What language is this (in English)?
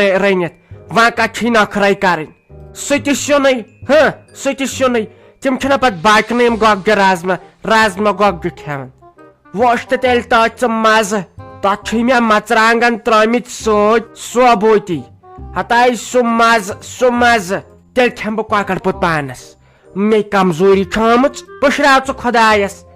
Kashmiri